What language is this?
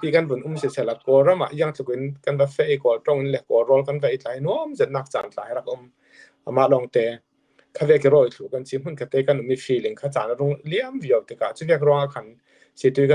Falam Chin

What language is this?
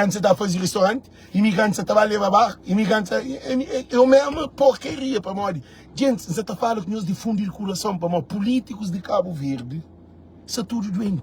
Kabuverdianu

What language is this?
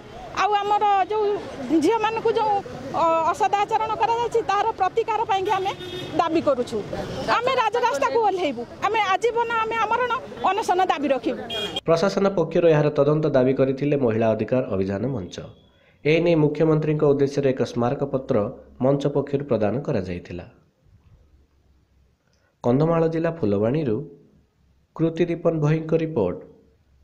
Odia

